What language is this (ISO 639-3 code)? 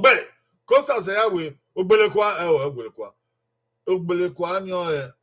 bin